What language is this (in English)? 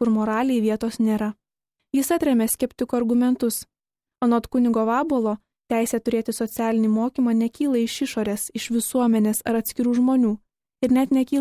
Lithuanian